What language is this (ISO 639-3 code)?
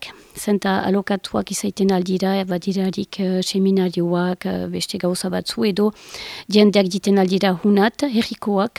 eus